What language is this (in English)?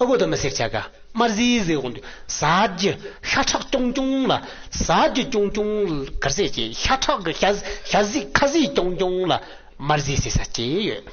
Tibetan